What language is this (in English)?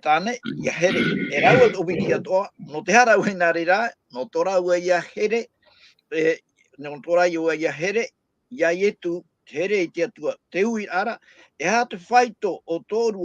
Tahitian